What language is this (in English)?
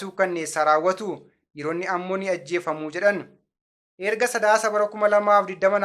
Oromo